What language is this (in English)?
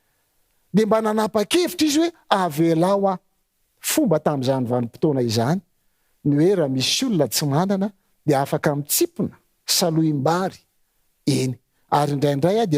Malagasy